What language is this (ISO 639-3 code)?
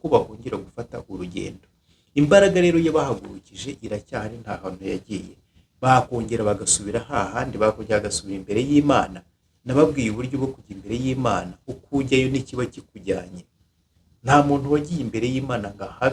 kin